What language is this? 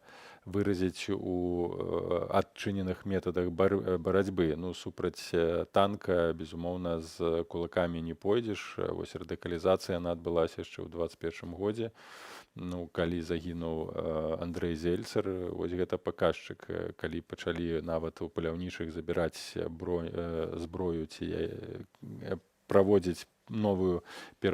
Belarusian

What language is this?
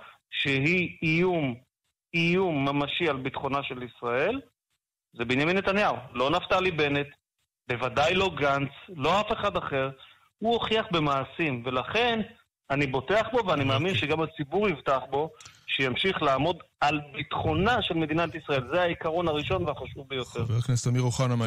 Hebrew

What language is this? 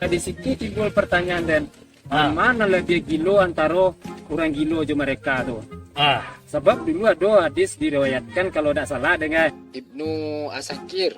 Minangkabau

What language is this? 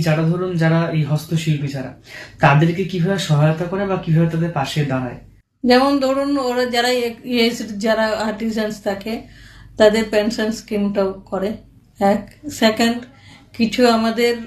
Bangla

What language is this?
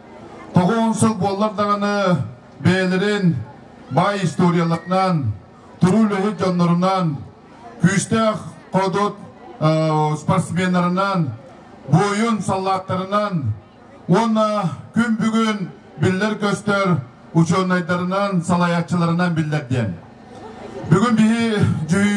Yakut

